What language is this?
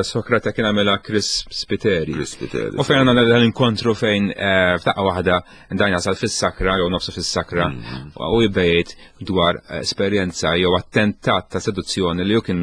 Maltese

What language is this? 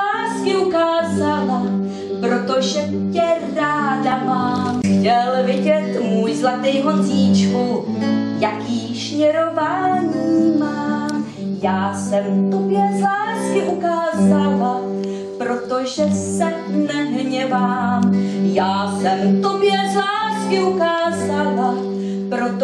Czech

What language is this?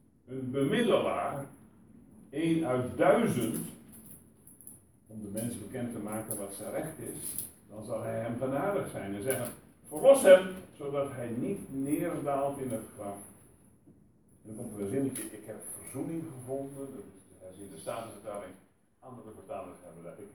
Dutch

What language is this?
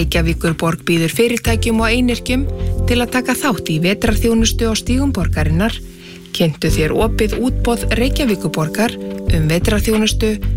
Icelandic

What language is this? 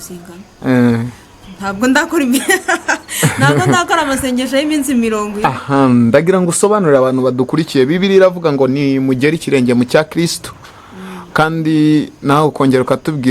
Kinyarwanda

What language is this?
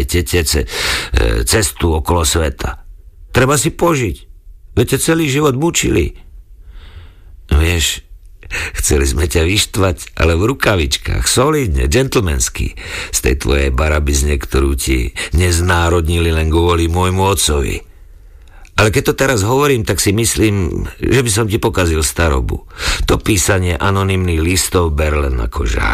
Slovak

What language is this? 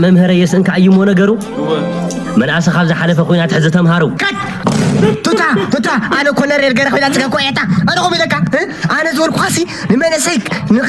Tigrinya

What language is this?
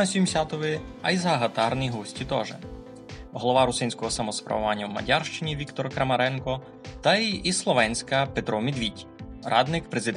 Rusyn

